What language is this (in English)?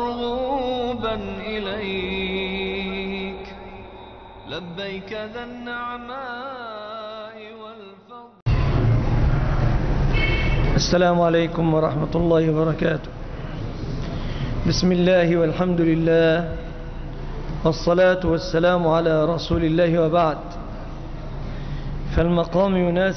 Arabic